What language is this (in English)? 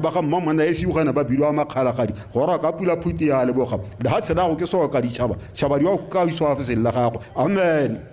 Tswana